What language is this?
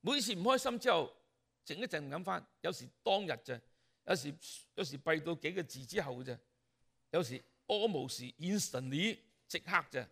Cantonese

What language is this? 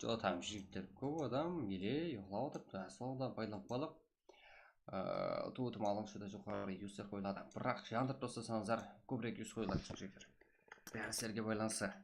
Kara-Kalpak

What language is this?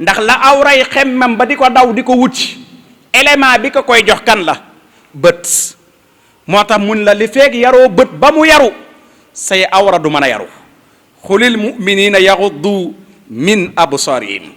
Wolof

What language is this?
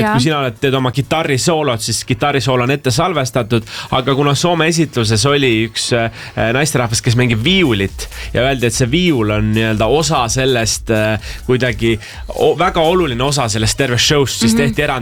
Estonian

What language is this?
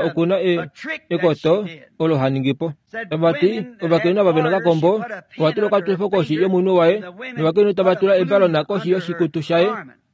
Kuanyama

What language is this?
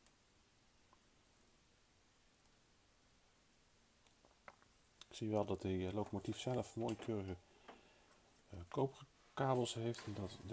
Dutch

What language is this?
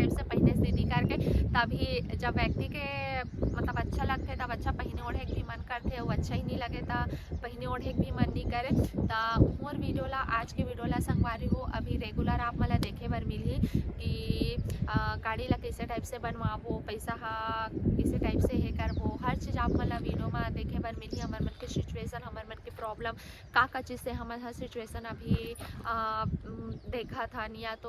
Chhattisgarhi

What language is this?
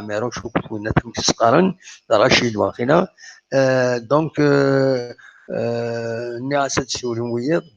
Kabyle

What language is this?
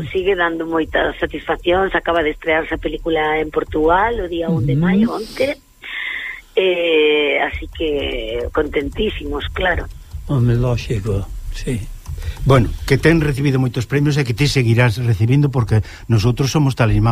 Galician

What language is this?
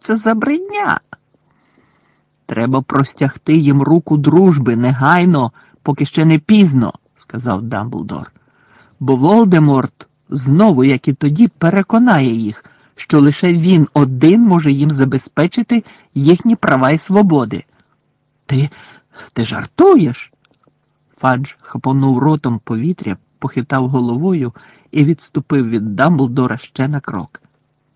Ukrainian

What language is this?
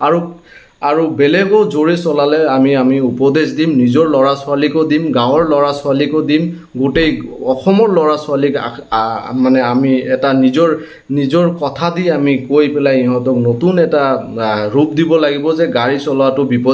Assamese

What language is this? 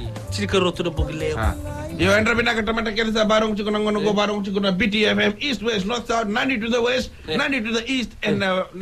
Fijian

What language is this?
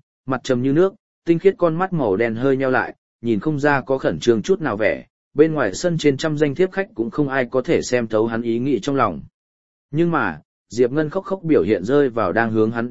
Vietnamese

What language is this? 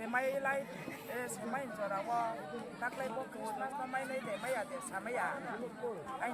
Riang (India)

